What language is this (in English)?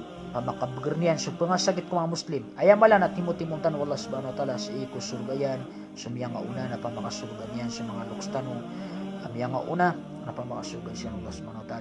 Maranao